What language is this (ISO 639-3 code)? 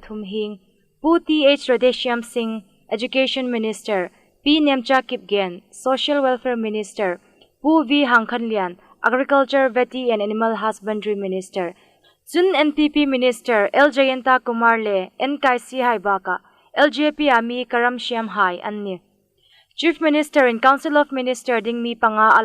hmr